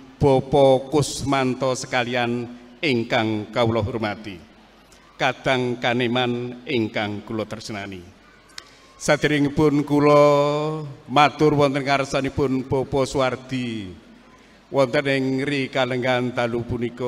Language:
Javanese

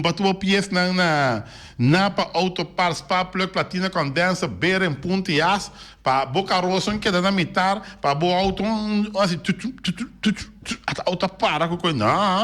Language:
Papiamento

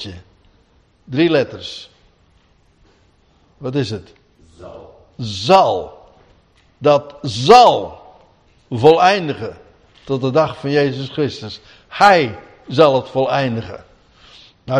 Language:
Dutch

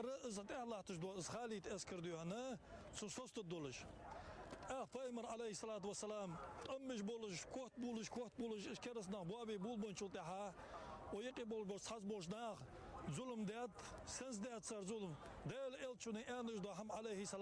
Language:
Ingush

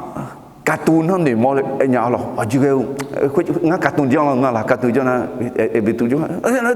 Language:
Akha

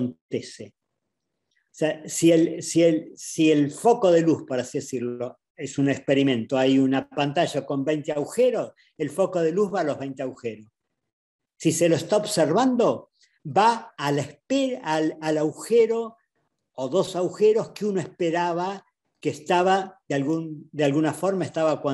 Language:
Spanish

